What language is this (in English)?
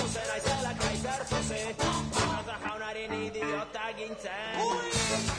Basque